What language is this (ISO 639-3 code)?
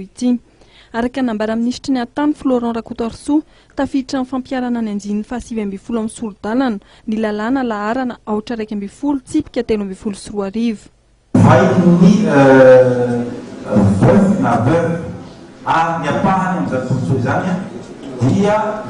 mlg